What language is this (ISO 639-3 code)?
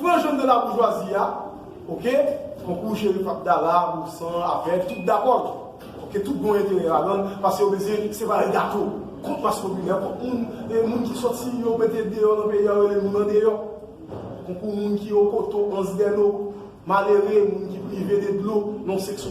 hat